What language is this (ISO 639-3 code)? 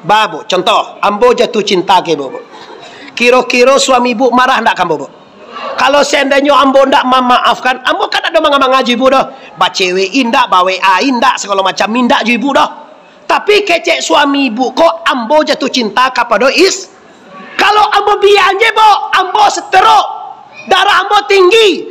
min